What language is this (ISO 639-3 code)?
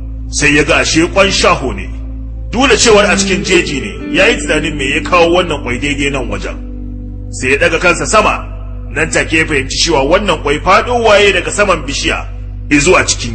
hau